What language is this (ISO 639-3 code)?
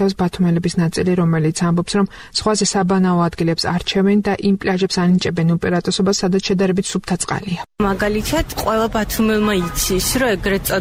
kat